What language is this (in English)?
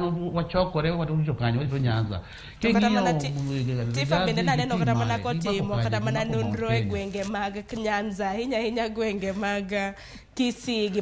Luo (Kenya and Tanzania)